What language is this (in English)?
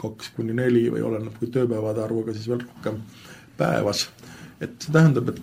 Estonian